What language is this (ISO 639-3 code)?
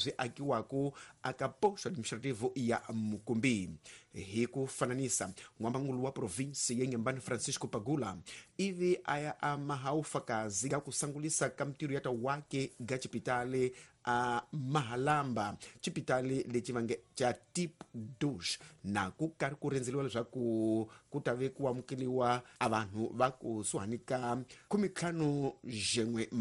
tso